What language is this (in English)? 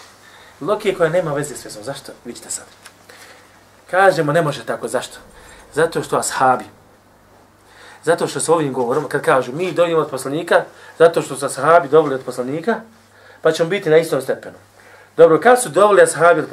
Bosnian